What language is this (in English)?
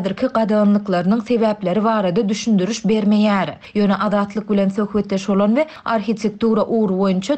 Turkmen